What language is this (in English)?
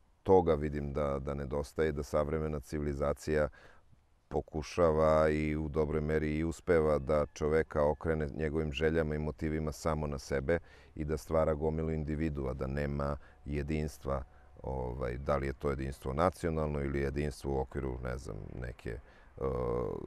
Serbian